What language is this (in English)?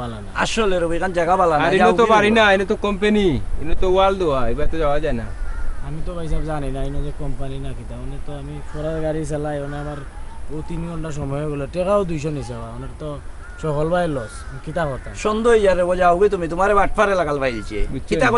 Sylheti